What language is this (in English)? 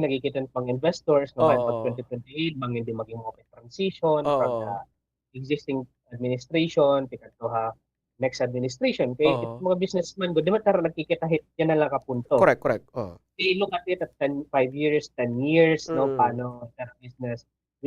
Waray